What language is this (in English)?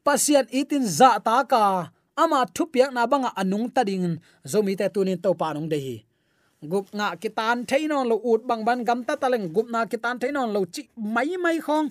Tedim Chin